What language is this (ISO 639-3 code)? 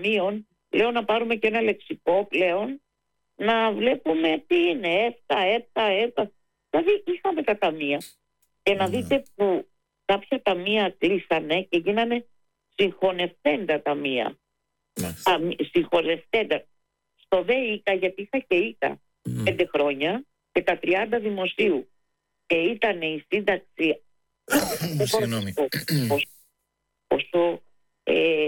ell